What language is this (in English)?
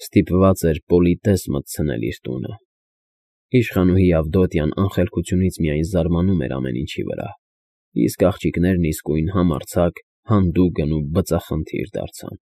Armenian